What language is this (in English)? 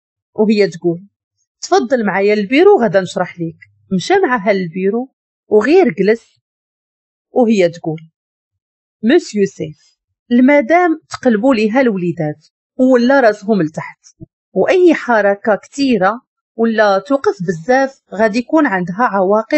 Moroccan Arabic